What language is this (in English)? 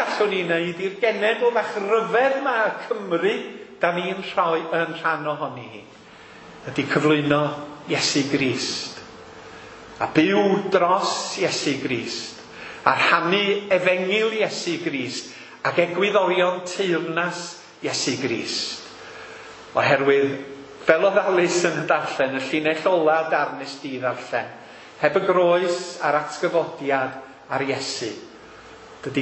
Welsh